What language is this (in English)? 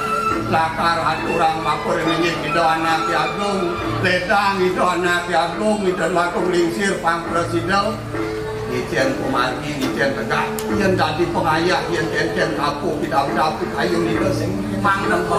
Balinese